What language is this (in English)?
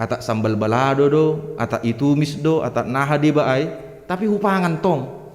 Batak Simalungun